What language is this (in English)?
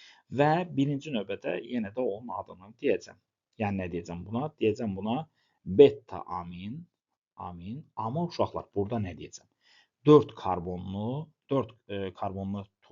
Azerbaijani